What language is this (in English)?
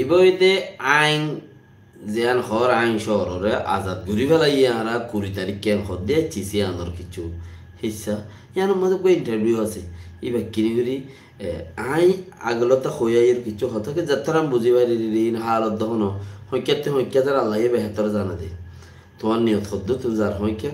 Rohingya